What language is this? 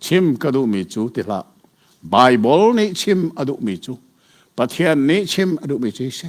Hakha Chin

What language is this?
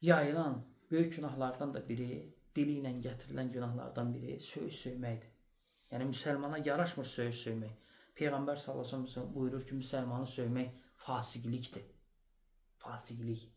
Azerbaijani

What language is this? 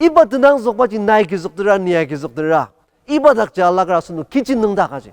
Ao Naga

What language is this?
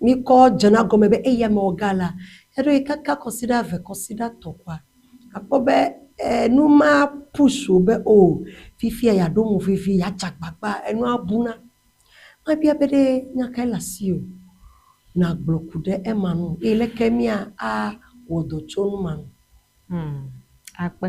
Ewe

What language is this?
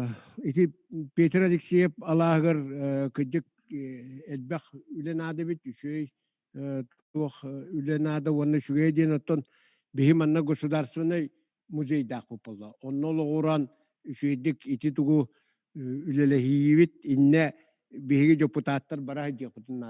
Yakut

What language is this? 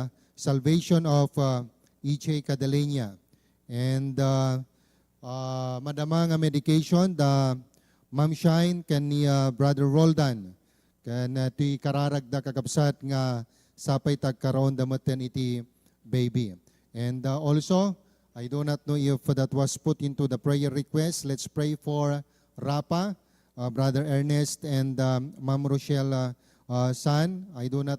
Iloko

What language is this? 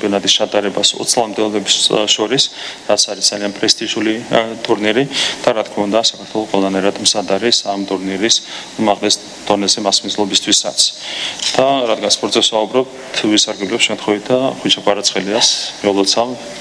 Georgian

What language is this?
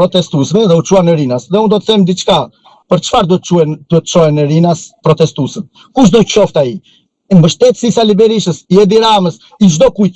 Albanian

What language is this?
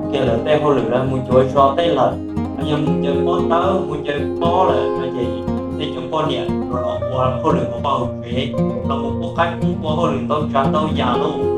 Hmong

